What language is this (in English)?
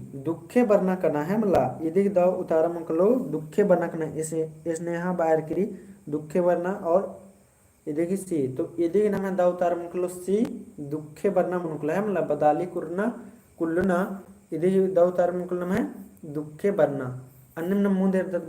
Kurukh